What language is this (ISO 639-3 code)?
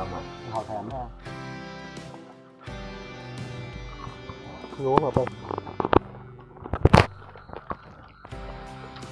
vie